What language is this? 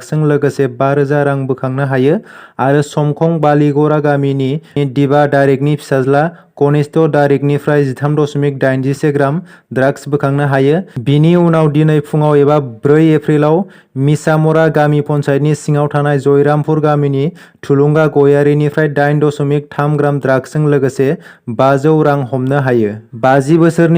Bodo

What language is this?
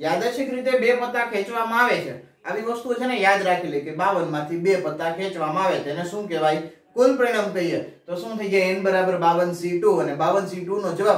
Gujarati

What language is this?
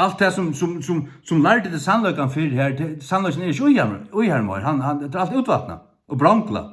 Faroese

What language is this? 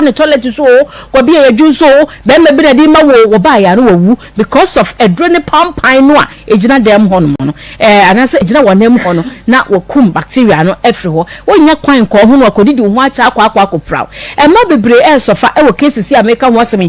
Akan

